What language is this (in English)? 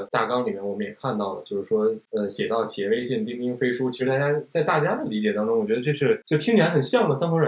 Chinese